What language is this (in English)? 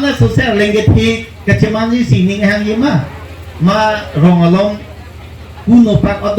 Karbi